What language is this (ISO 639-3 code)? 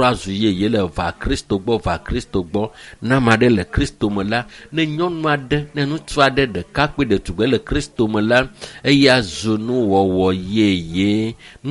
ewe